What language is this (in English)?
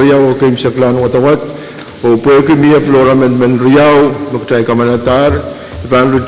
Pohnpeian